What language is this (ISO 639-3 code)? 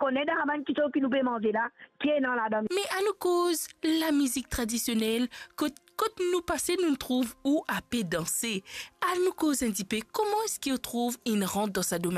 mfe